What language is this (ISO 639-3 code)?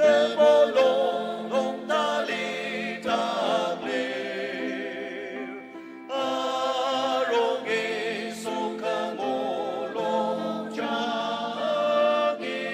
njo